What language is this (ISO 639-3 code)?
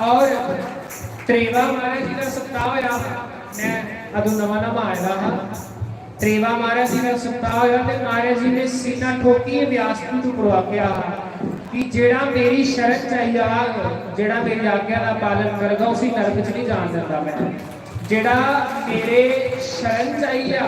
doi